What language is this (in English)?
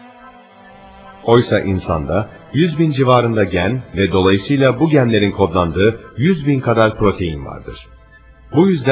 Turkish